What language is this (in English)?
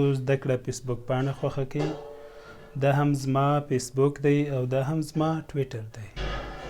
Pashto